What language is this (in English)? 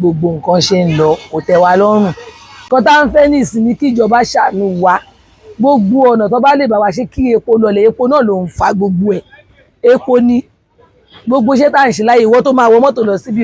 Yoruba